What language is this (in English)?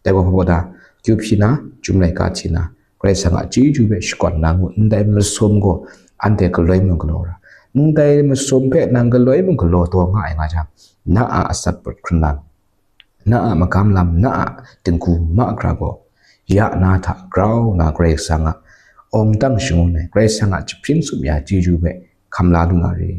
Kachin